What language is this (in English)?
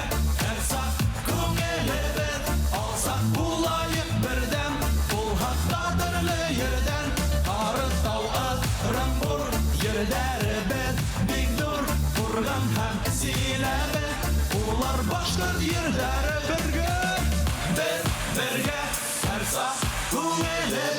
Bashkir